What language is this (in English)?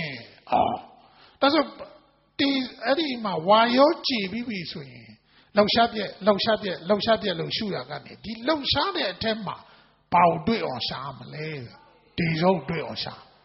Burmese